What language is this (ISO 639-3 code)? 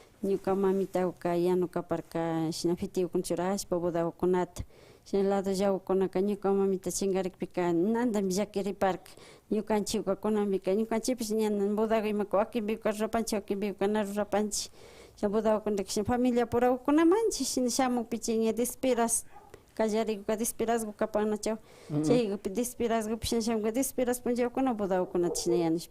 qvi